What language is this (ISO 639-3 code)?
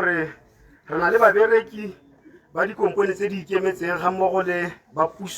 tsn